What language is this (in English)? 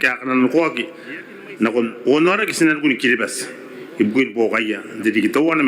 Gilbertese